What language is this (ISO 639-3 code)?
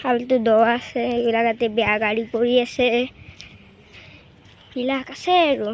asm